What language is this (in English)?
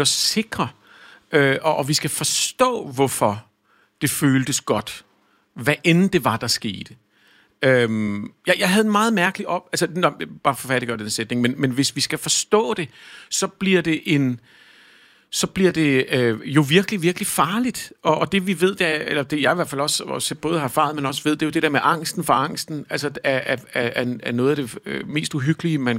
Danish